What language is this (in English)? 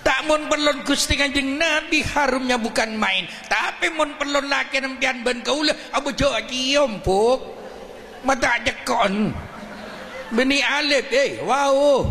Madurese